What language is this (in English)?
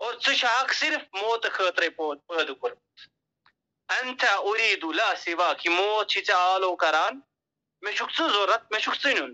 Kashmiri